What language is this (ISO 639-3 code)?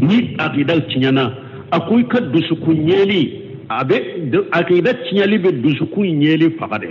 bam